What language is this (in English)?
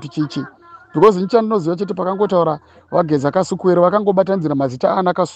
Shona